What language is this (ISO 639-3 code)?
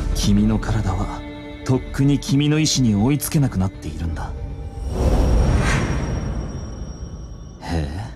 jpn